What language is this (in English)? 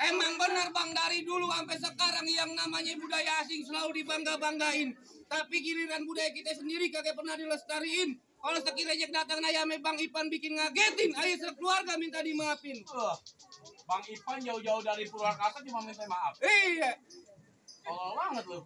Betawi